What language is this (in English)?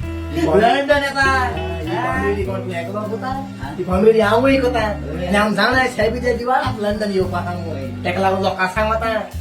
Konkani